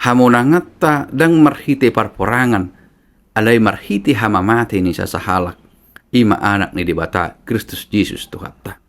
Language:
Batak Toba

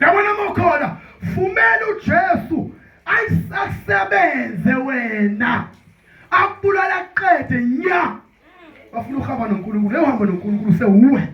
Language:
Zulu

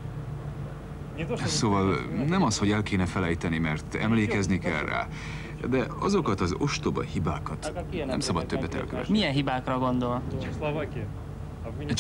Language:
Hungarian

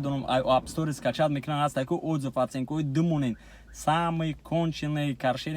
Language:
Tajik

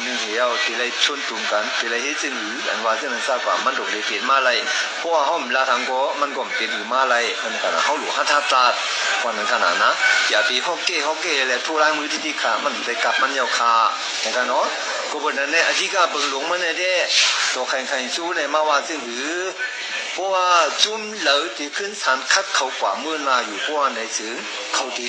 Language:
Shan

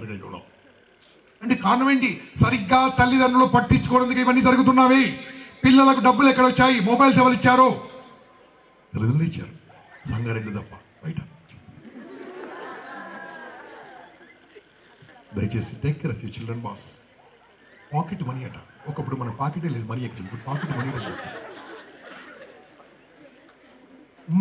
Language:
Telugu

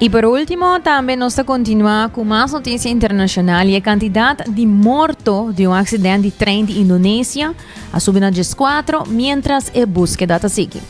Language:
Papiamento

